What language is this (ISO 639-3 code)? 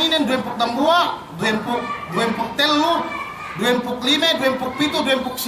yka